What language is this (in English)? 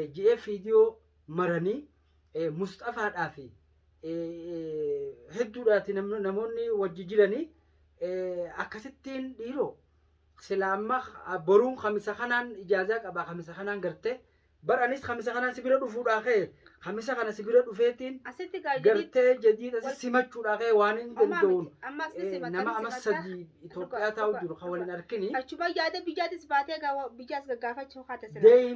Oromo